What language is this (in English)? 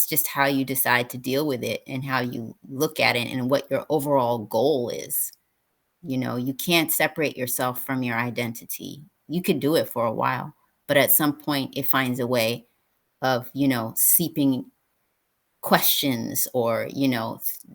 English